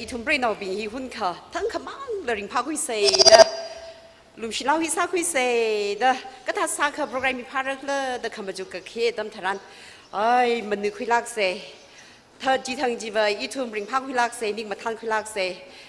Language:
Tangkhul Naga (India)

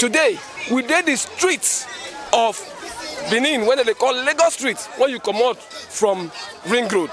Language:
Nigerian Pidgin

